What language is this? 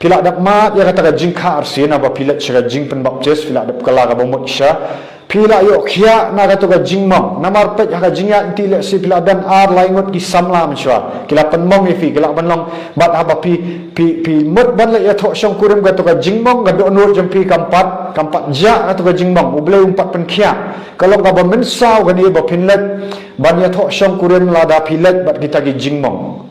Khasi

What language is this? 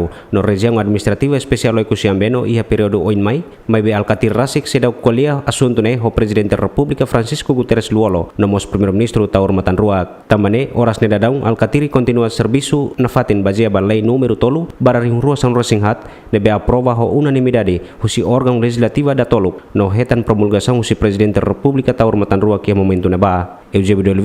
Tetum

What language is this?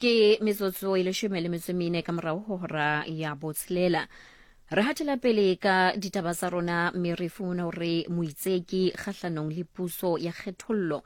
Southern Sotho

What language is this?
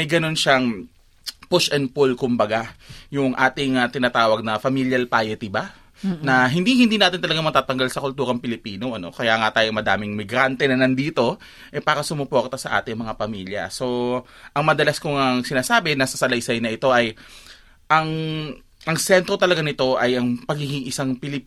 Filipino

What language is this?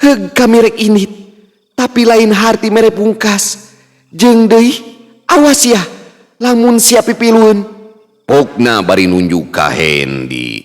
Sundanese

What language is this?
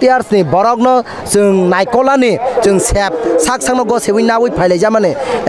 Kok Borok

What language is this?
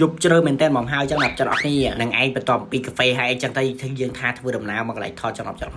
Khmer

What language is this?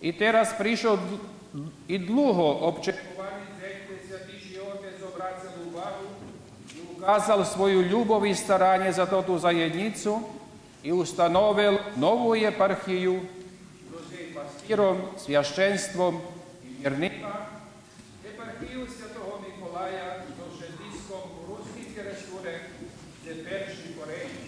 Rusyn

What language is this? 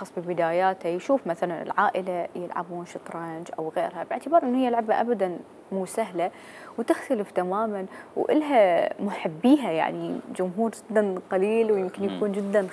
Mesopotamian Arabic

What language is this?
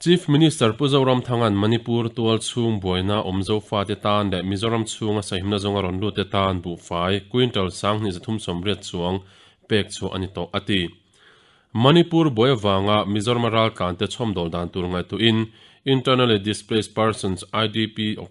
Mizo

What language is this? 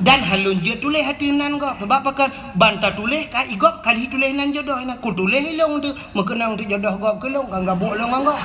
Achinese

